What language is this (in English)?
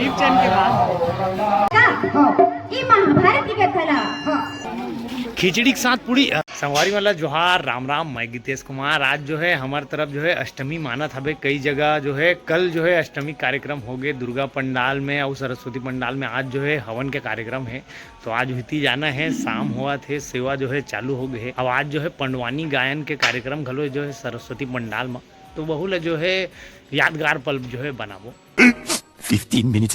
Chhattisgarhi